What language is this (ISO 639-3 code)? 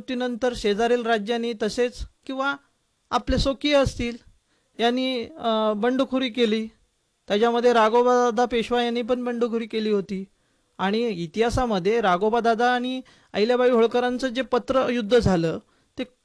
mar